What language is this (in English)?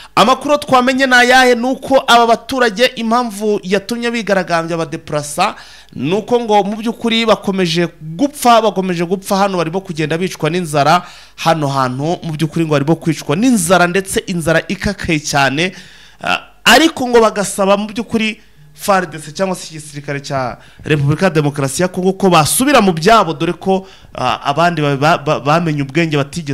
Kinyarwanda